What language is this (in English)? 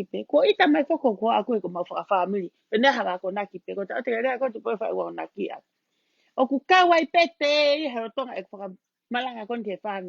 Tongan